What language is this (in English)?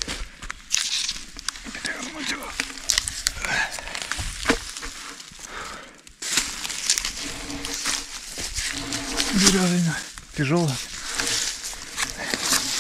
Russian